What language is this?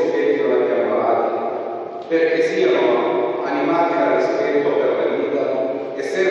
Italian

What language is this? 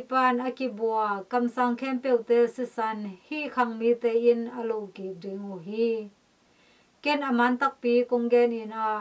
Tedim Chin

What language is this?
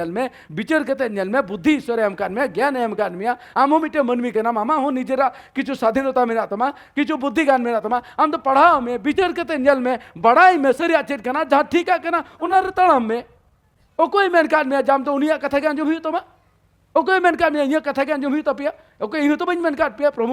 Santali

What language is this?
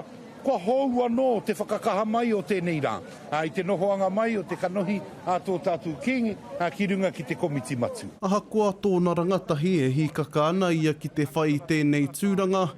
Māori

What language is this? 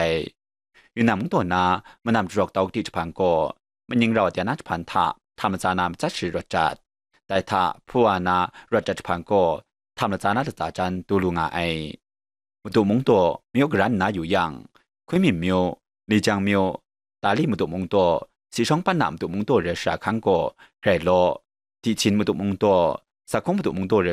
Kachin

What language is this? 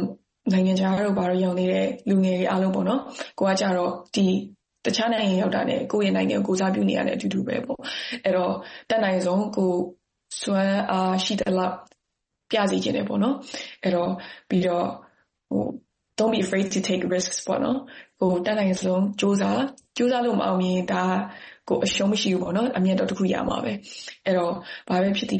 Burmese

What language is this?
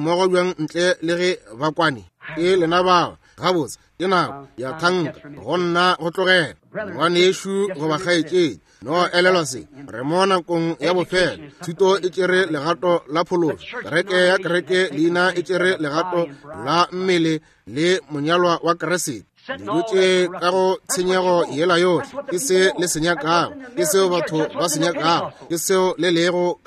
Northern Sotho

